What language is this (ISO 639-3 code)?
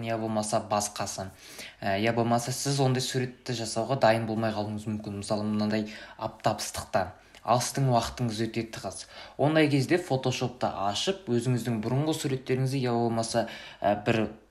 kaz